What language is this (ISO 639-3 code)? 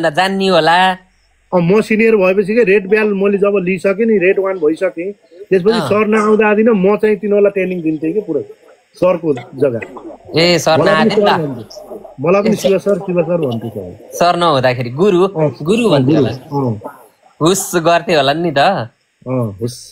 nep